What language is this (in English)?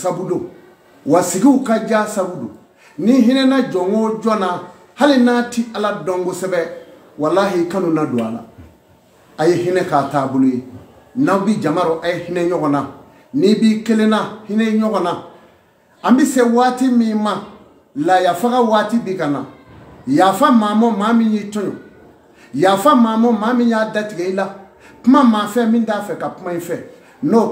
Bambara